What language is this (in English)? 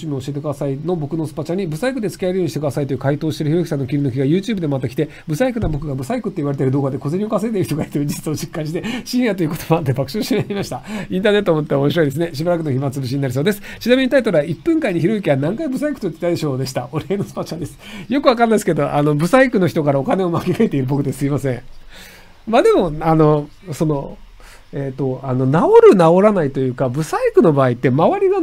Japanese